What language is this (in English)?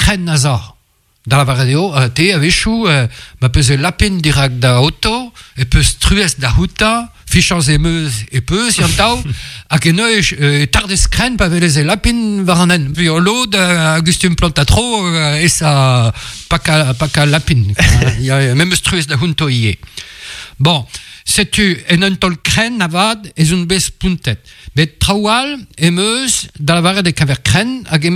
Breton